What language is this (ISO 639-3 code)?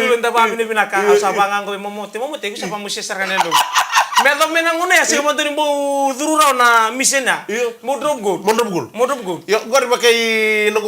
fij